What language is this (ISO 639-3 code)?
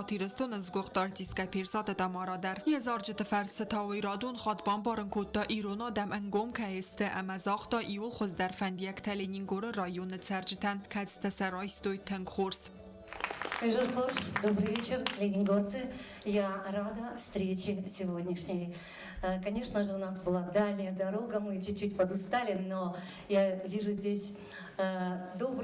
oss